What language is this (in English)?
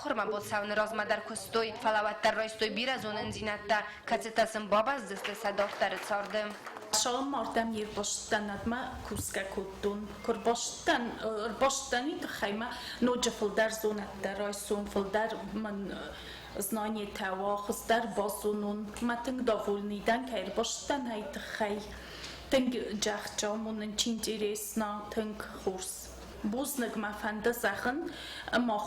Ossetic